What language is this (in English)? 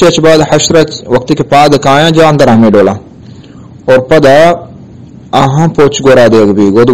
Eastern Balochi